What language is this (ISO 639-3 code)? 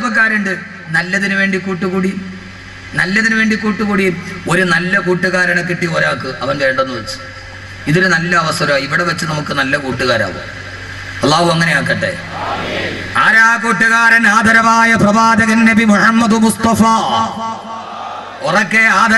mal